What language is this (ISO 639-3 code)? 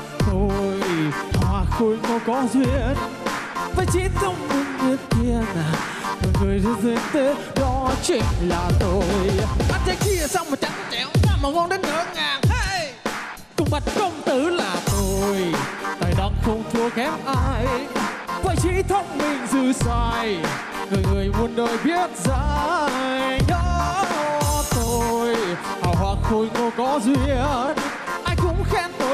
vie